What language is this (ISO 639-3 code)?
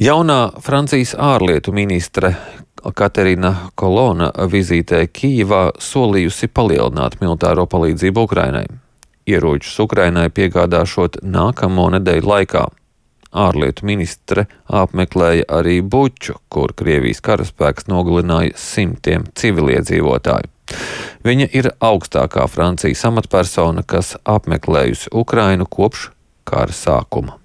lav